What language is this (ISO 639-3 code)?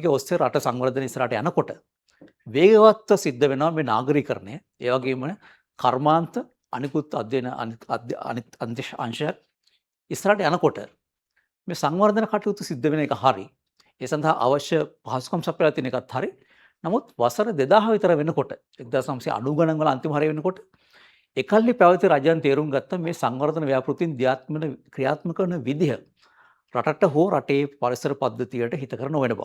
sin